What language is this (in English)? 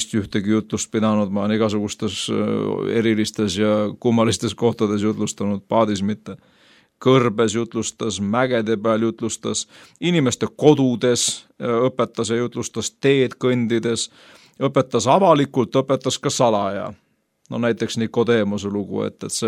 Estonian